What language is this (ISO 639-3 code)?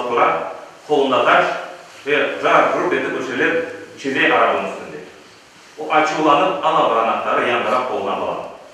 crh